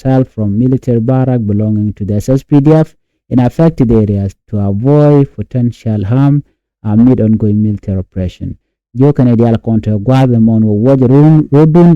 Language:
Nuer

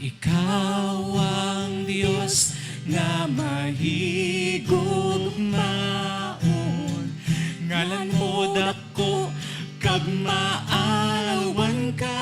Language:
Hiligaynon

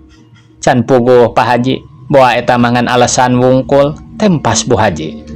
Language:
Sundanese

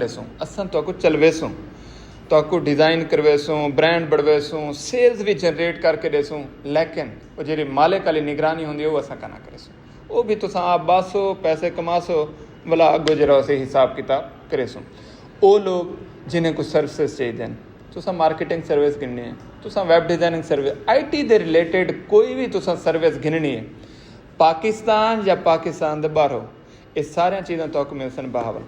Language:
Saraiki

